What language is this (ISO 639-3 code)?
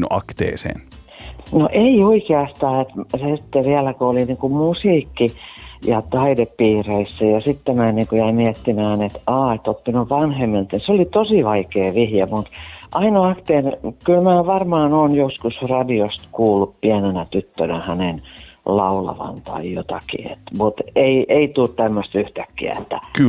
fin